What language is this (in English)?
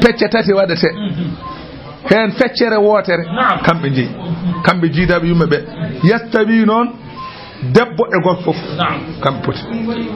Fula